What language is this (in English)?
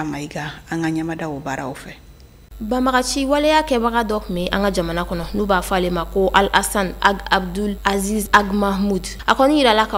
Bambara